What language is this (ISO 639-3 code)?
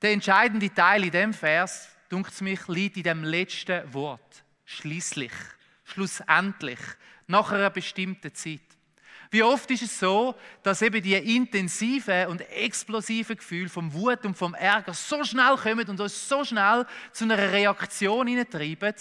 gsw